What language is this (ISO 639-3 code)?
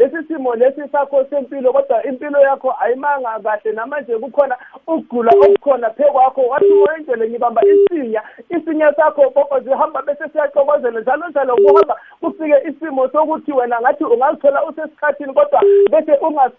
nbl